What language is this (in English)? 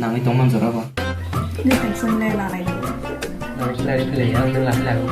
Kok Borok